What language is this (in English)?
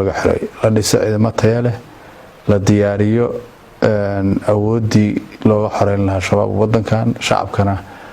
Somali